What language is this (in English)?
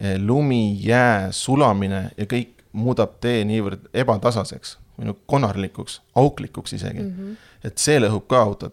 Estonian